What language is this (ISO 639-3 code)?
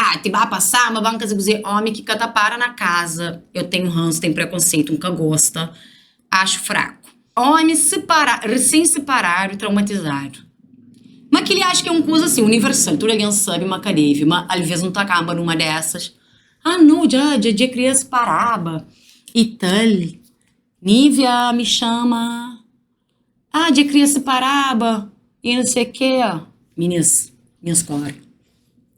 kea